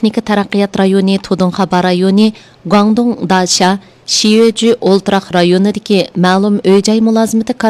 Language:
Uyghur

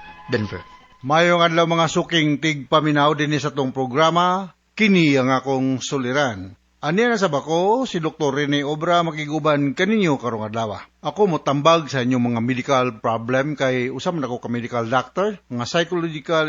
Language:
Cebuano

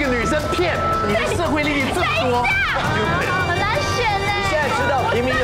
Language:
Chinese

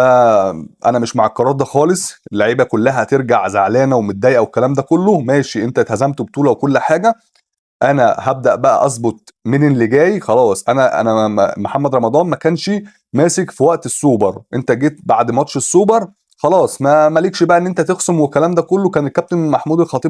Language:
Egyptian Arabic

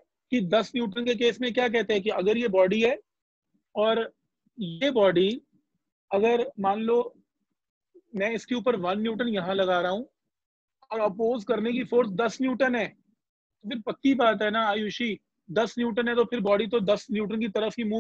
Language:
Hindi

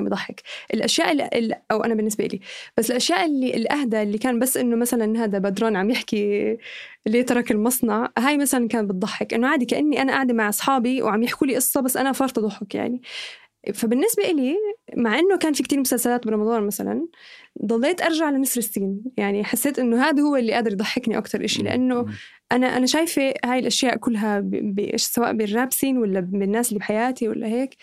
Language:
North Levantine Arabic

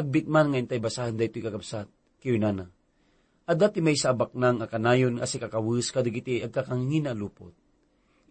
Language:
Iloko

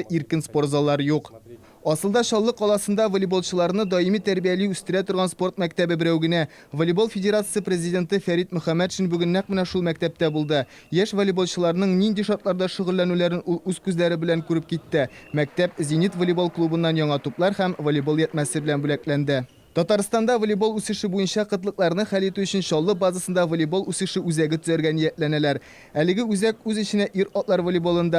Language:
Tatar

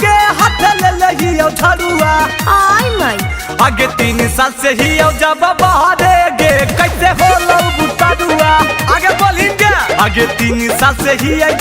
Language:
Magahi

